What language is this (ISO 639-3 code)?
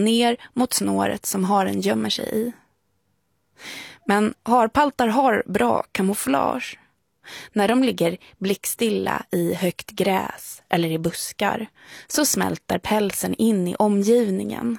swe